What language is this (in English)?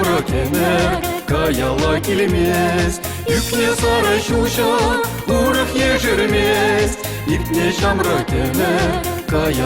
Chuvash